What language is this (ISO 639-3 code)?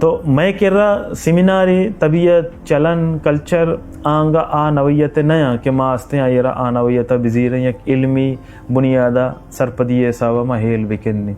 bal